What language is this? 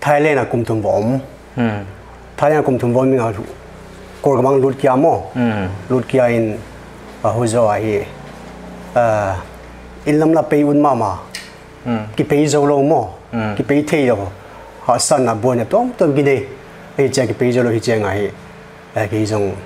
Paite Chin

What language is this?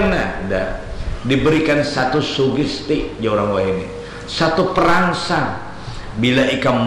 Banjar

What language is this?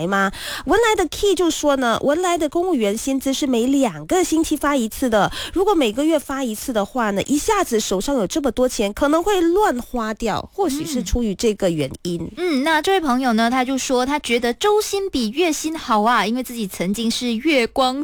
Chinese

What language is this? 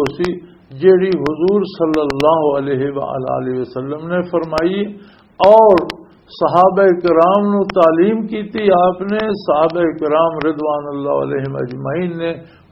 Western Panjabi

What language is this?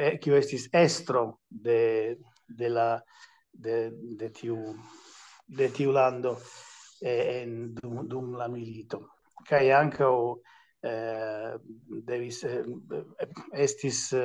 Esperanto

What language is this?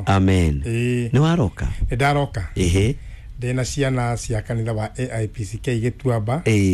Kikuyu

